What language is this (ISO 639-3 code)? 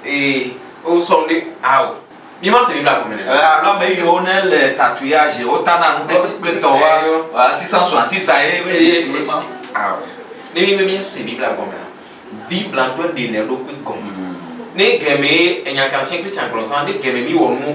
ewe